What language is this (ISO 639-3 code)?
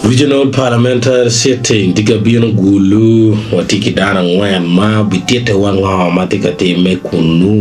ach